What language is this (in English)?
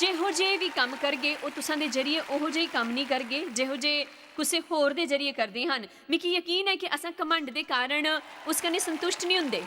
Dogri